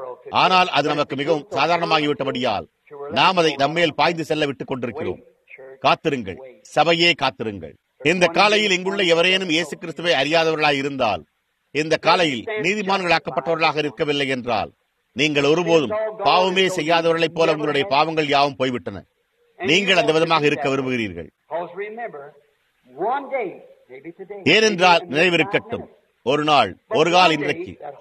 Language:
Tamil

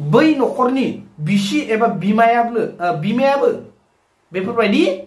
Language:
Bodo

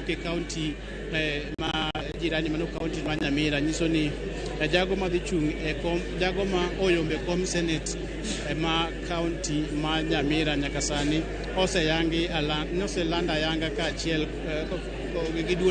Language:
Luo (Kenya and Tanzania)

